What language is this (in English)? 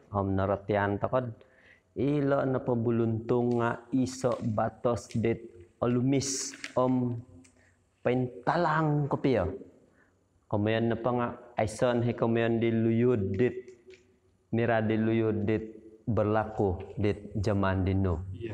Central Dusun